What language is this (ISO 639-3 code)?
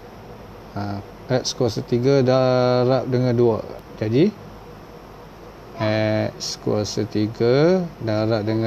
msa